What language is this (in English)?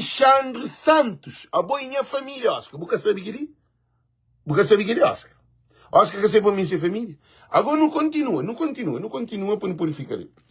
Kabuverdianu